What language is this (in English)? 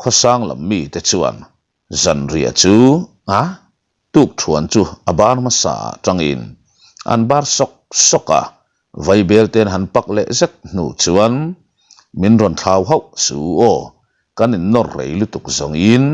Mizo